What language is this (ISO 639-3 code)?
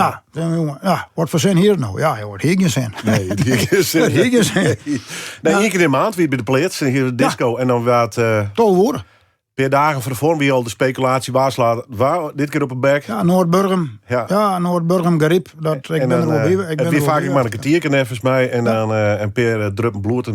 fry